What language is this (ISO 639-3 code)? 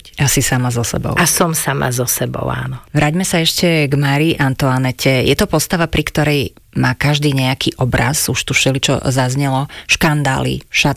slk